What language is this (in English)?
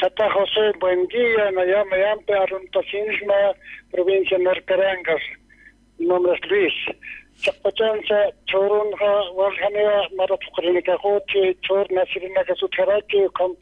South Bolivian Quechua